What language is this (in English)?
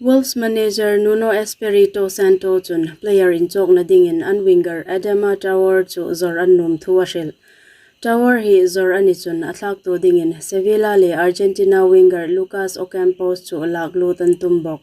Hmar